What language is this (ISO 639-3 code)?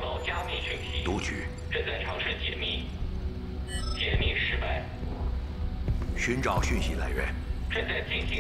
zho